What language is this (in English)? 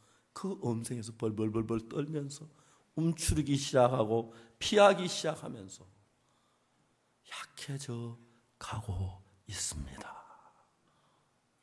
Korean